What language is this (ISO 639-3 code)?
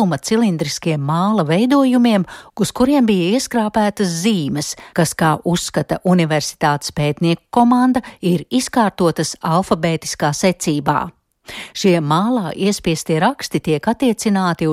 lav